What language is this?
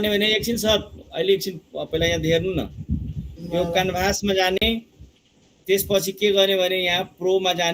Nepali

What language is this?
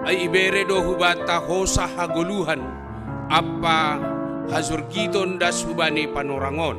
Batak Simalungun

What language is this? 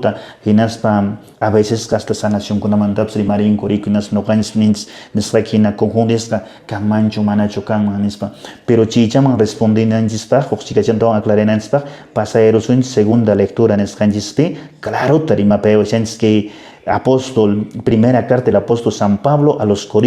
Quechua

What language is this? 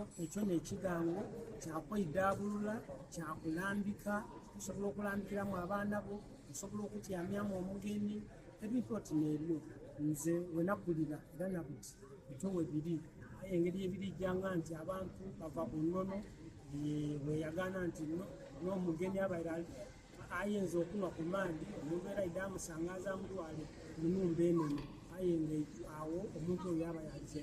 Soga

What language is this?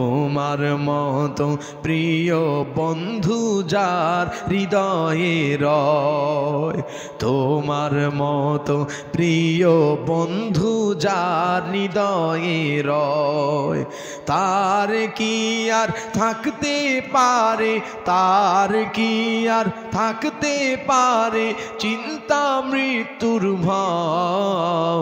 Bangla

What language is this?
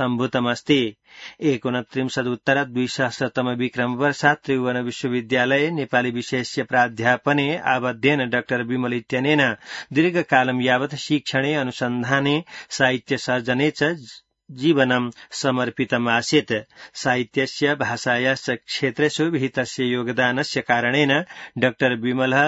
Sanskrit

